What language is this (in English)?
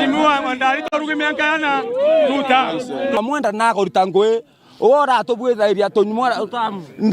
Meru